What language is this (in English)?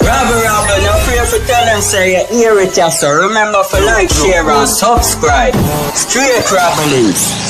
Jamaican Creole English